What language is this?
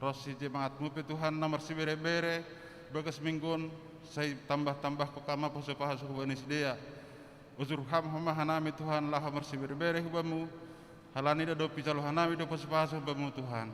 Batak Simalungun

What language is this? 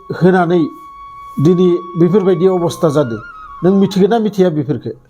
Bodo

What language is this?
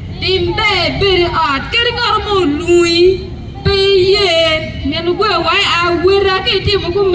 Acoli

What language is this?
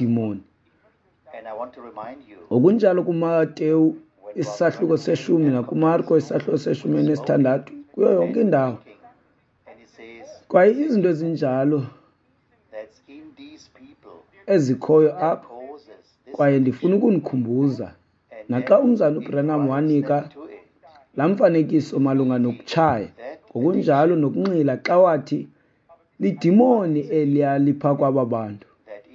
Xhosa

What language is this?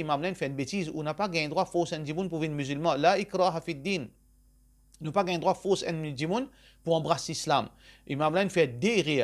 Morisyen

